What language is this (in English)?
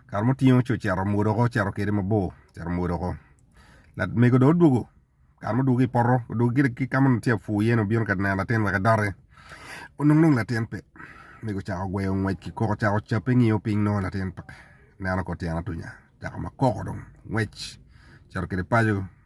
Acoli